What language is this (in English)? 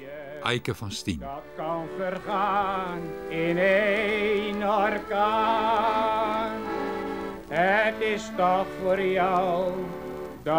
Western Frisian